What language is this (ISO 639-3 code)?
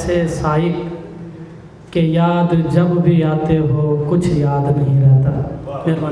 skr